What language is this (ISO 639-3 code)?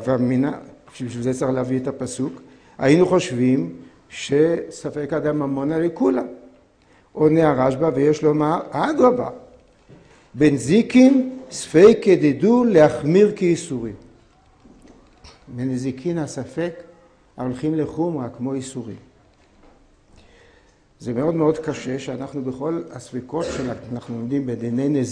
heb